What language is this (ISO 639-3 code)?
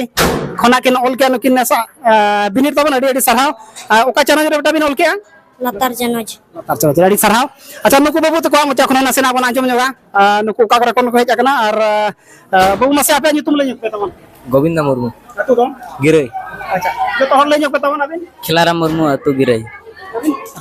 sat